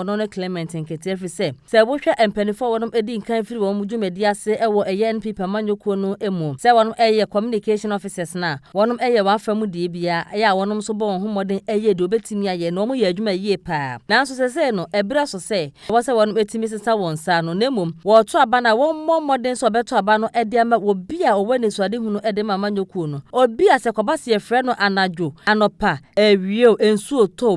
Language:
Akan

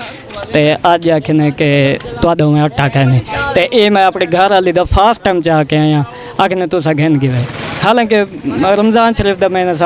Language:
Saraiki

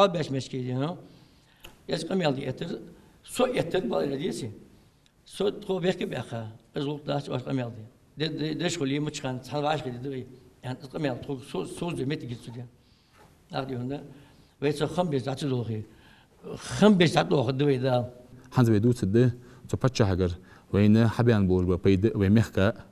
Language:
Ingush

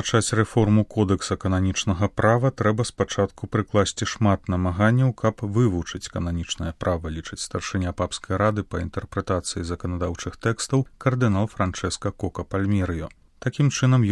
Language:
Belarusian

